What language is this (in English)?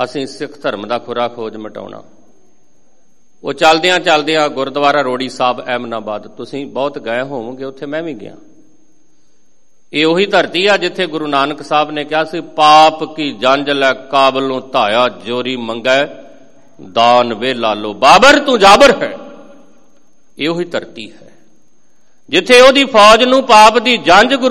Punjabi